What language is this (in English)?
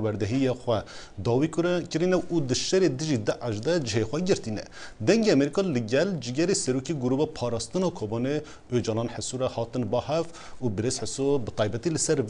Kurdish